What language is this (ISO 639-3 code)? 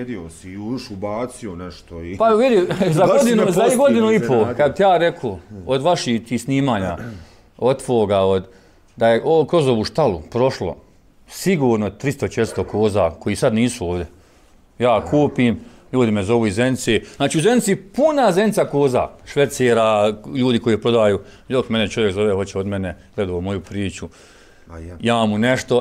bos